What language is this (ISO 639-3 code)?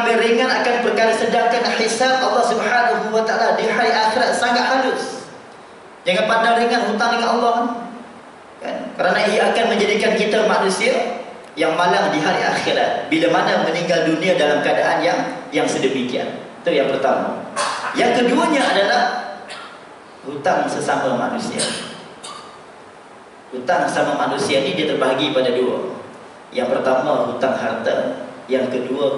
msa